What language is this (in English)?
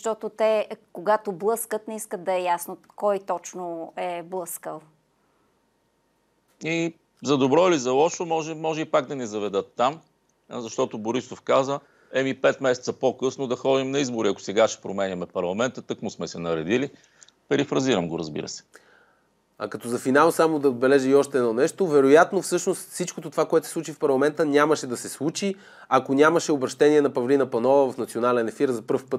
Bulgarian